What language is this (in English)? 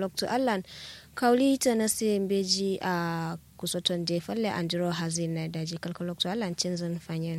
Kanuri